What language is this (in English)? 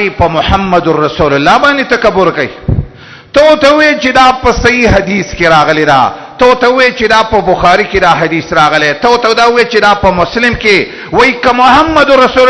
Pashto